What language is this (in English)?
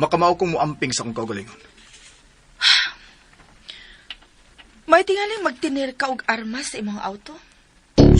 Cebuano